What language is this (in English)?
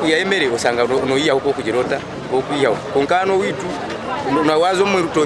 Nyankole